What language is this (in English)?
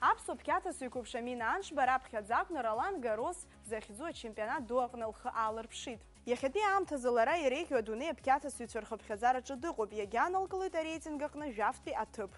Abkhazian